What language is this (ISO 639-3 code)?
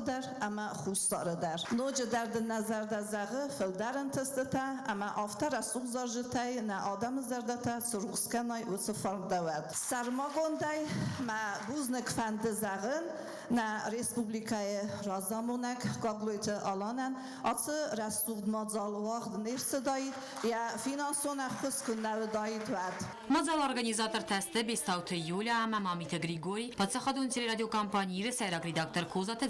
oss